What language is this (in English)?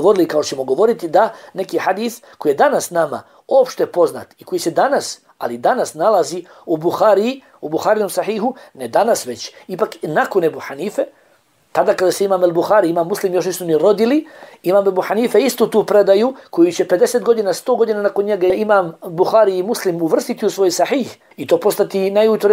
Bosnian